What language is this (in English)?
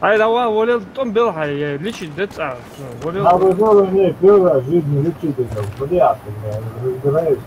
Ingush